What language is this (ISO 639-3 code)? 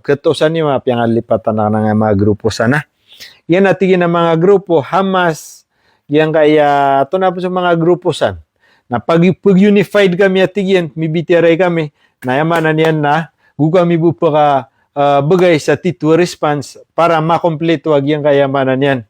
mrw